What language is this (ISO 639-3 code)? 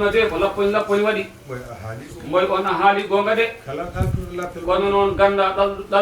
ful